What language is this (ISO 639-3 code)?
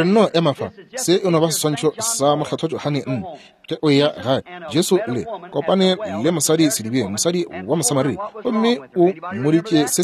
nso